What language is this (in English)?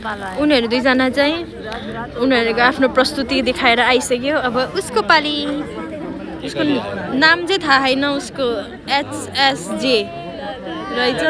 Nepali